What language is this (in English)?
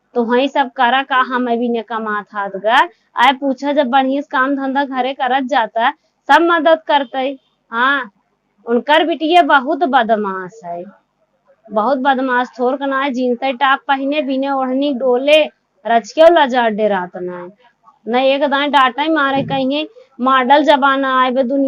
Awadhi